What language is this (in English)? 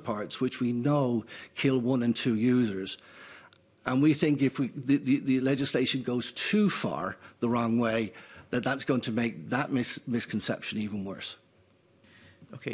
English